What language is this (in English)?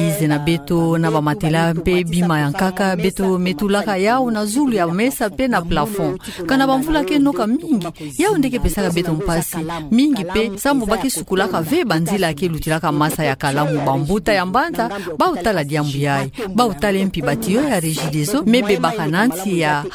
Kituba (Democratic Republic of Congo)